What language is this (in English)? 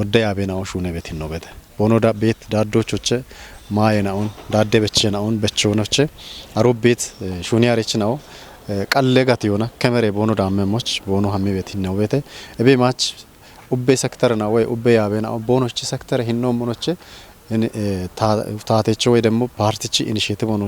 Kafa